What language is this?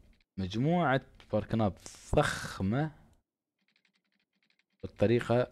Arabic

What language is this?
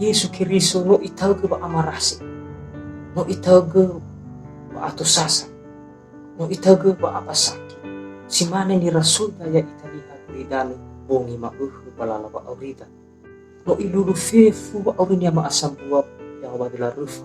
Nias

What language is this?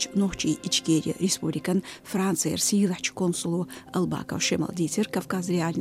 Chechen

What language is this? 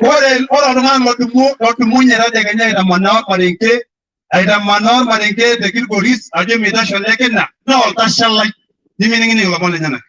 Masai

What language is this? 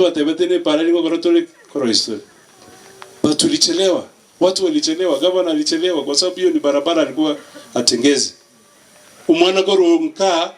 Gusii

